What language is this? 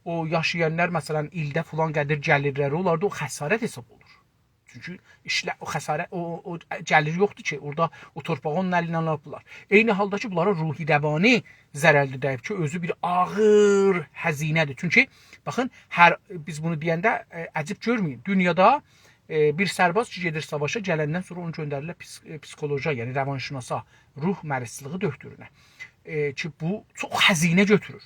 South Azerbaijani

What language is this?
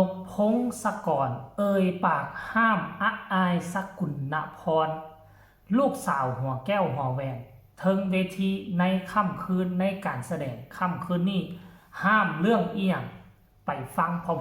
Northeastern Thai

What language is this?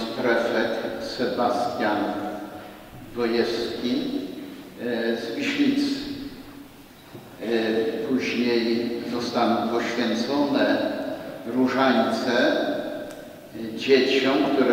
Polish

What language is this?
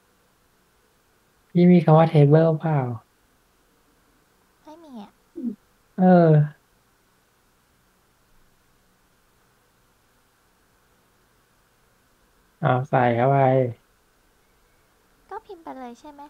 Thai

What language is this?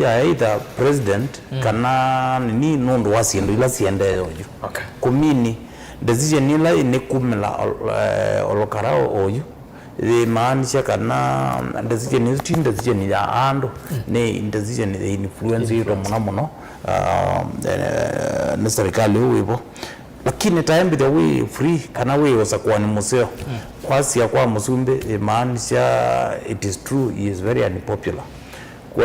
Kamba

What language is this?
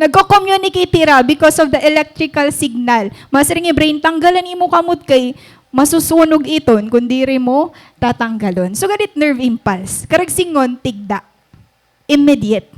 Waray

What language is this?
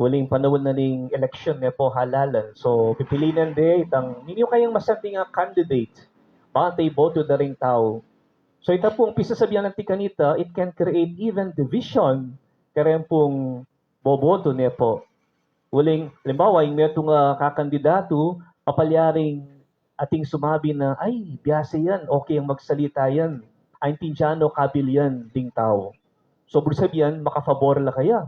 Pampanga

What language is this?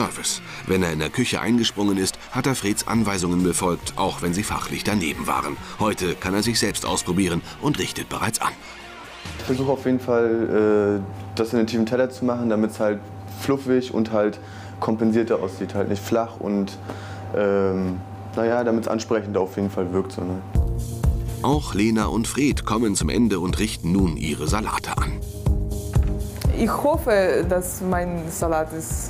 German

